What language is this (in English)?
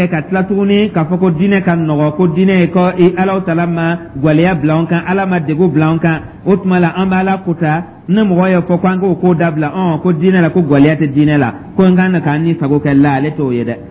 Dyula